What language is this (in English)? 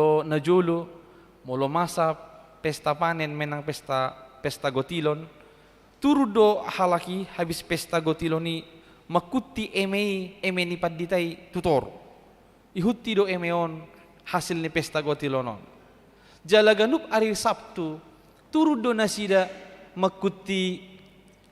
Batak Toba